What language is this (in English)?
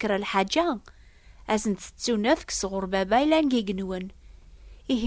Kabyle